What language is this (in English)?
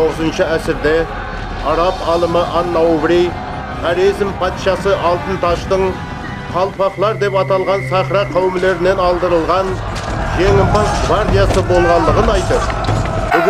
Kara-Kalpak